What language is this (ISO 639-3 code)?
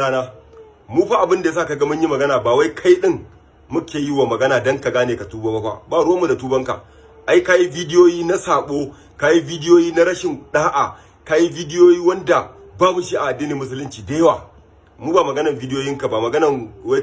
hau